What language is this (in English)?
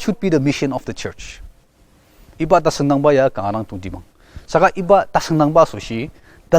Ao Naga